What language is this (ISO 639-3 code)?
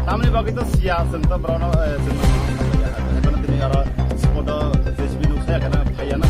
trp